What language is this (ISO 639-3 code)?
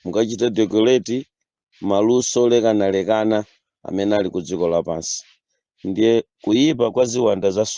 nya